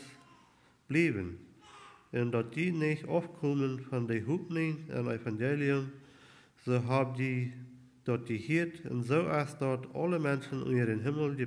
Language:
Plautdietsch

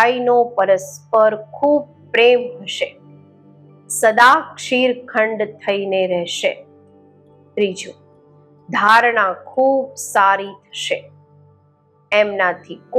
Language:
Gujarati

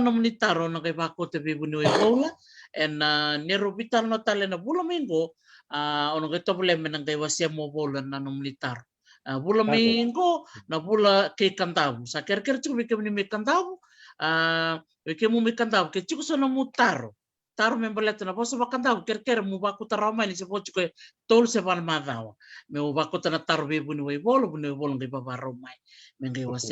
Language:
Fijian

